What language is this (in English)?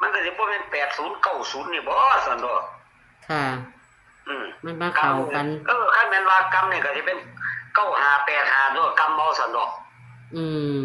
Northeastern Thai